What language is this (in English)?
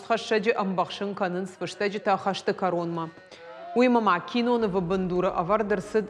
Ossetic